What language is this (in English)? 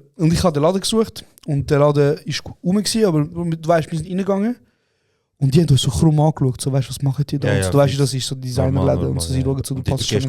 Swiss German